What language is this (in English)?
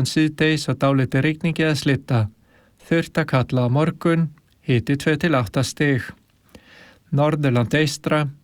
Icelandic